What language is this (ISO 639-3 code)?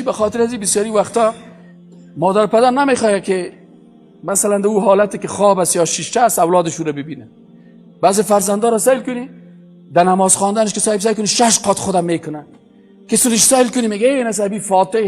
fas